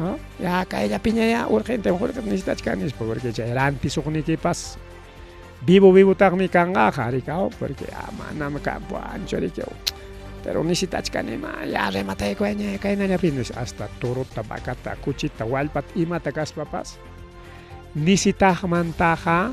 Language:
Ayacucho Quechua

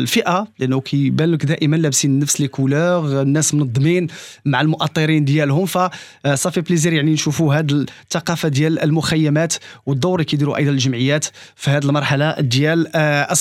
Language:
Moroccan Arabic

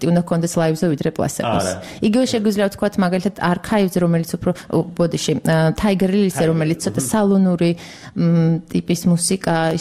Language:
Georgian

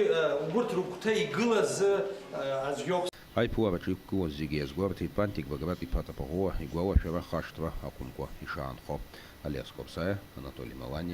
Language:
Abkhazian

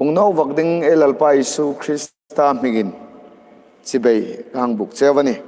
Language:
Hmar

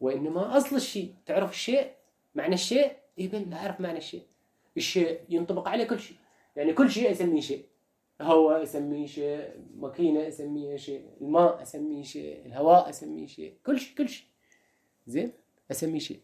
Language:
Mesopotamian Arabic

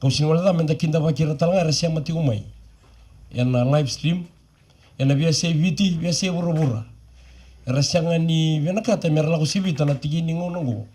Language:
Fijian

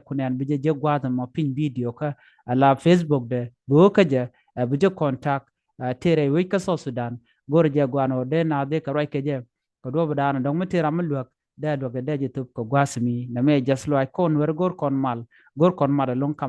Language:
Nuer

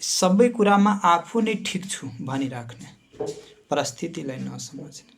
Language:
Nepali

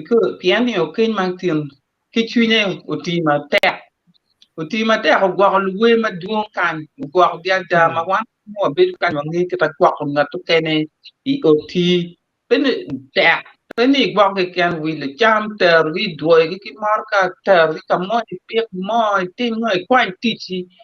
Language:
Acoli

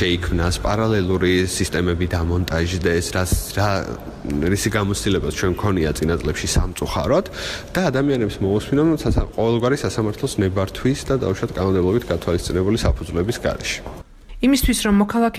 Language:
Georgian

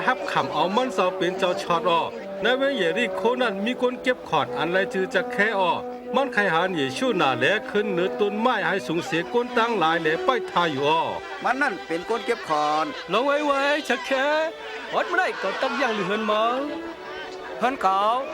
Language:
Shan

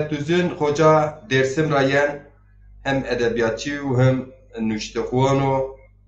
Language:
Zaza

